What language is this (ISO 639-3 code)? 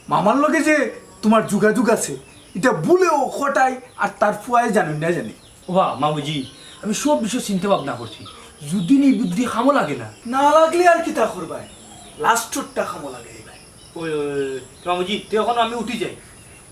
syl